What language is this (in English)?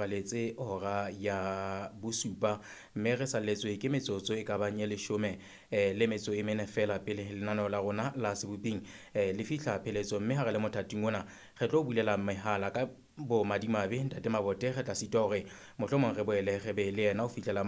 Southern Sotho